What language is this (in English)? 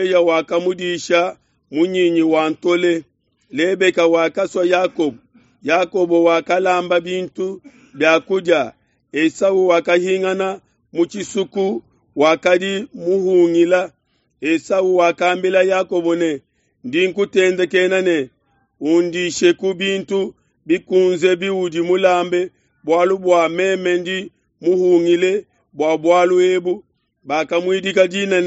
Luba-Lulua